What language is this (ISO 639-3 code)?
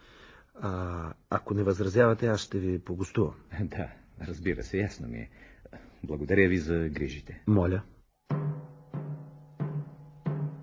bul